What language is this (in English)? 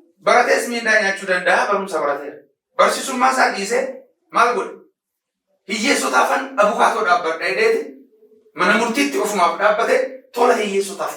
Oromo